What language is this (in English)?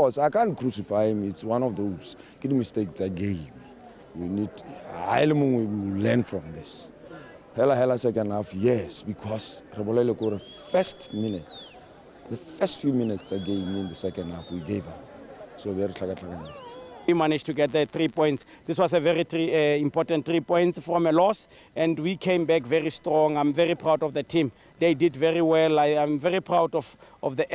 Tswana